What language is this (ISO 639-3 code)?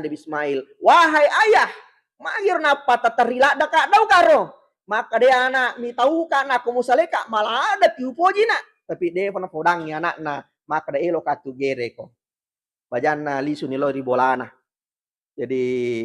bug